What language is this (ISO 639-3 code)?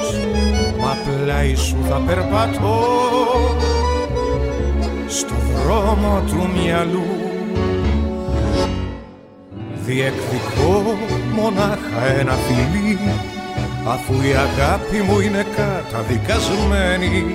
ell